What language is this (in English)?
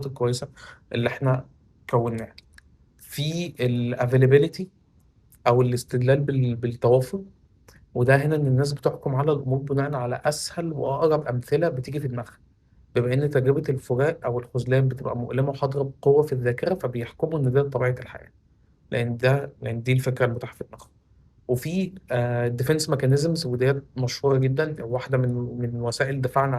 Egyptian Arabic